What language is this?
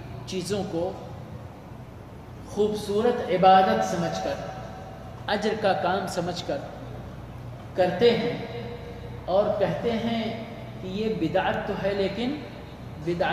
Urdu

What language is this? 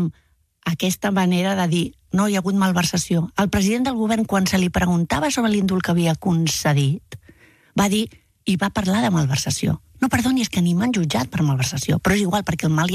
Catalan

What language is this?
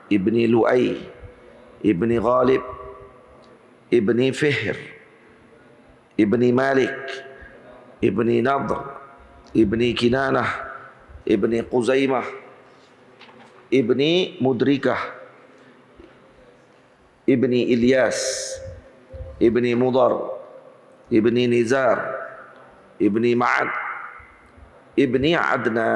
Malay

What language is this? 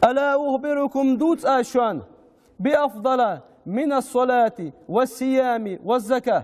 Ingush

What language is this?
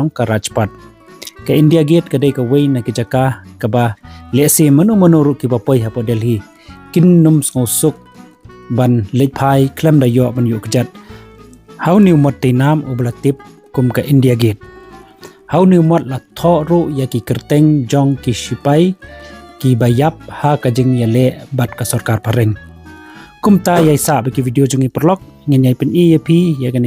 Khasi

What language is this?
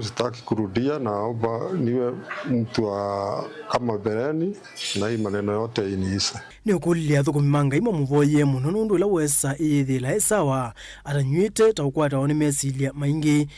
Kamba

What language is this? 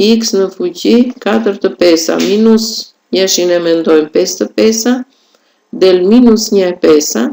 Albanian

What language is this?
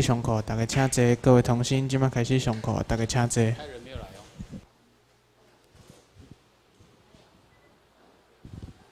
Chinese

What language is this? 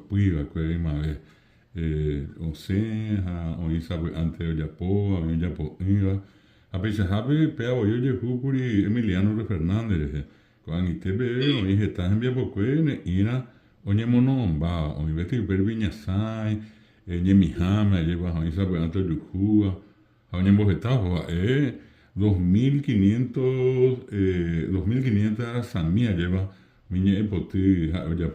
Guarani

